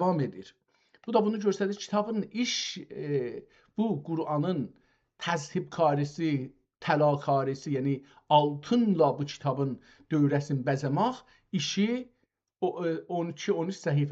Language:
South Azerbaijani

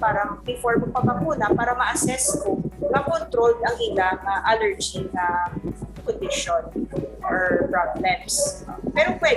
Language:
Hiligaynon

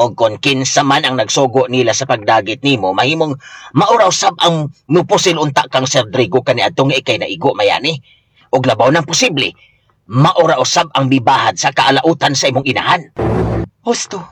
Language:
Cebuano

